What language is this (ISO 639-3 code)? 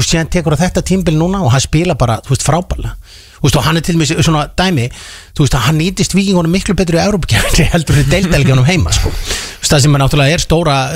isl